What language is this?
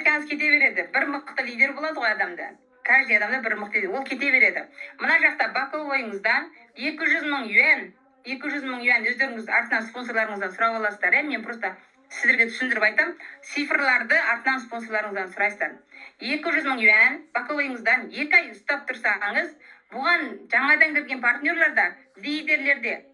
Kazakh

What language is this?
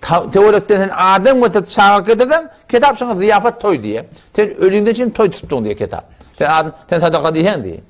Turkmen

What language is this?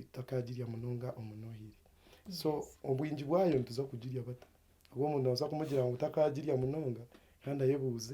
Nyankole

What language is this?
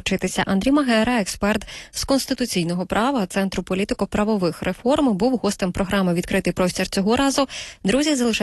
Ukrainian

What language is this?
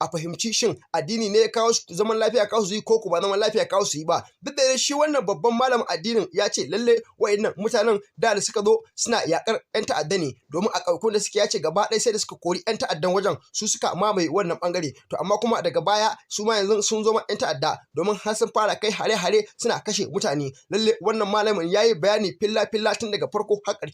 Hausa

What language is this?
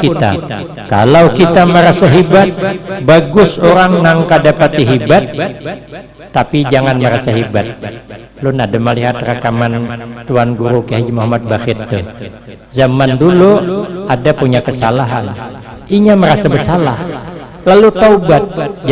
Banjar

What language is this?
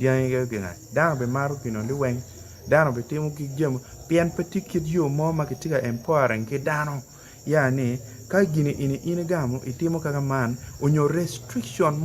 Acoli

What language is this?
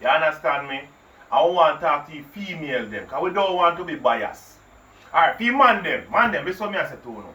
Jamaican Creole English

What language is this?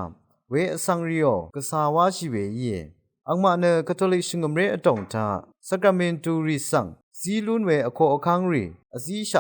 Rawang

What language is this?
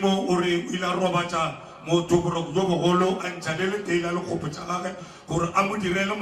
Northern Sotho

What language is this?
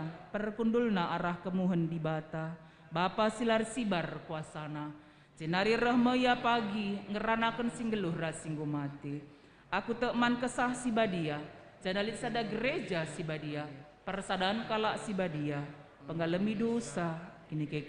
Batak Karo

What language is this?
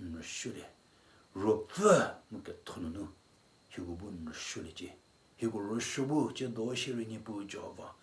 Angami Naga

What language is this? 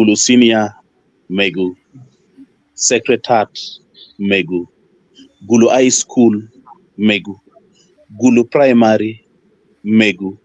Acoli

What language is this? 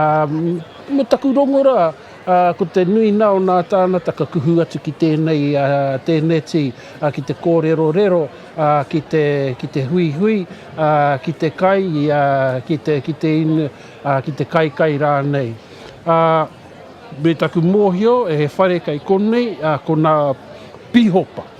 Māori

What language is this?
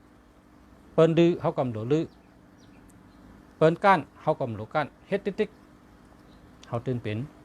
Shan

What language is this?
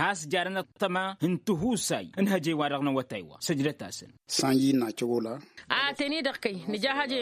Tamasheq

